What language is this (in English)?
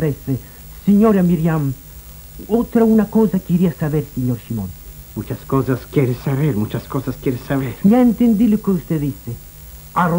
Ladino